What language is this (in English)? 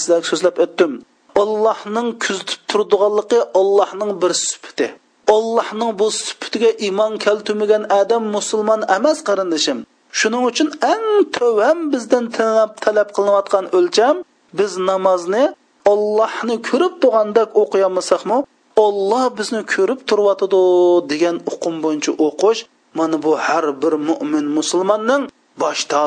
Uyghur